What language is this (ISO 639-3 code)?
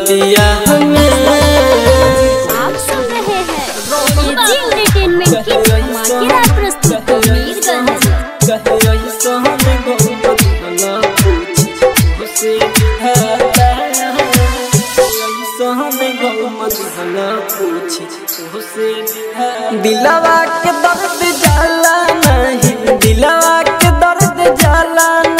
bho